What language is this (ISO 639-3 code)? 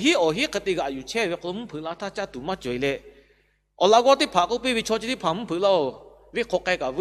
lhu